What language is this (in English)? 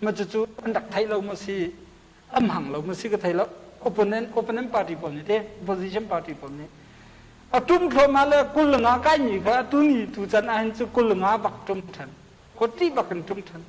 Hakha Chin